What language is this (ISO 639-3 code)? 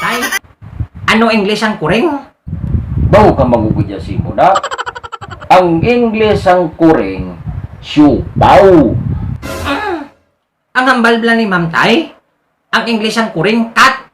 hil